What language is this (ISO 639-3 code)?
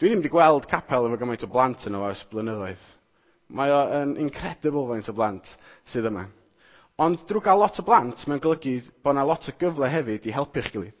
cym